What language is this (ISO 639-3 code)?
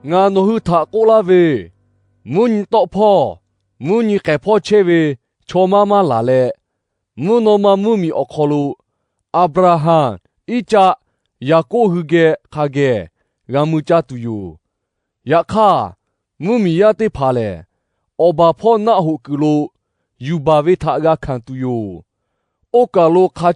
lhu